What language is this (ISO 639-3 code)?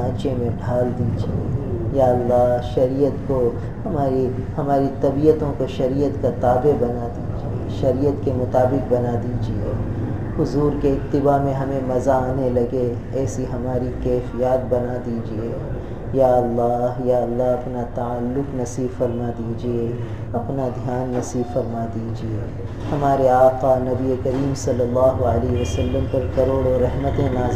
urd